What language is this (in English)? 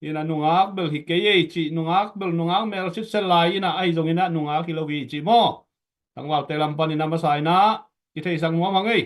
Tedim Chin